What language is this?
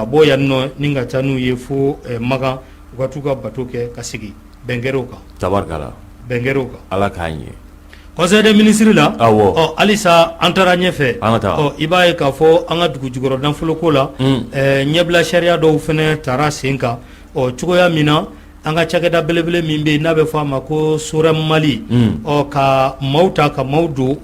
Bambara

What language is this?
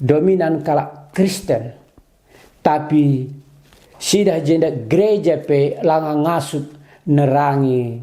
Batak Karo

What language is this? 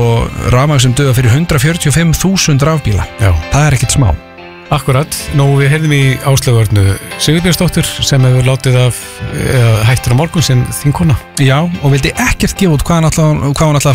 Icelandic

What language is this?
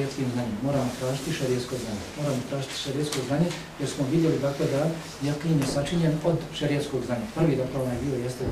Bosnian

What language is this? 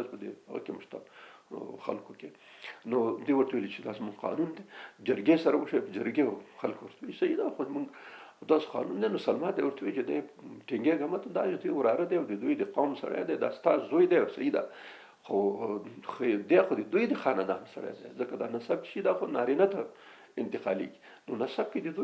Pashto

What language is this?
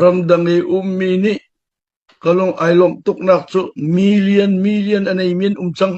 Hakha Chin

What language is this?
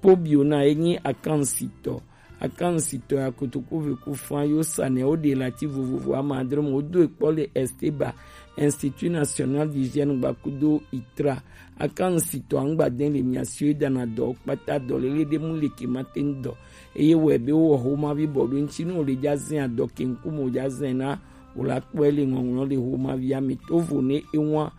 Gen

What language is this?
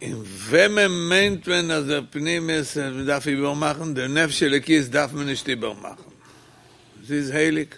Yiddish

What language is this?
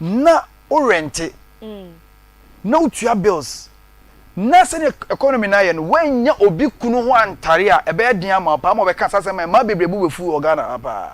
Akan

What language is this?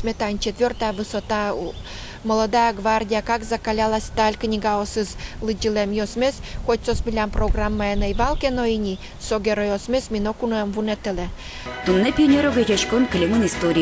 Udmurt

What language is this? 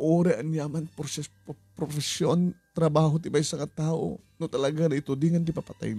Iloko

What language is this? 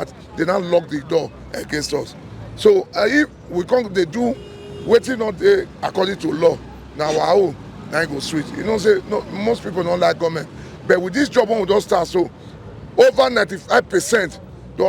Nigerian Pidgin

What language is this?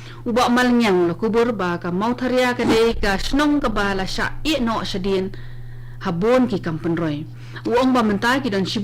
Khasi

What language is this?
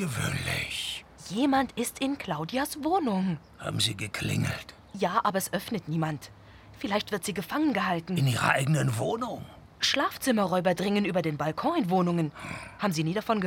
German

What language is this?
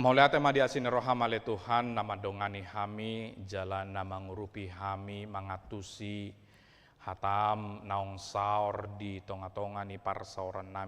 Batak Toba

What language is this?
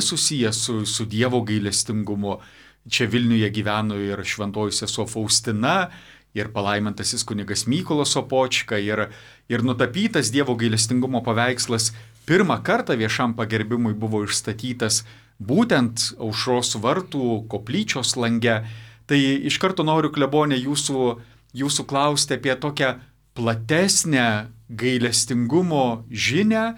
Lithuanian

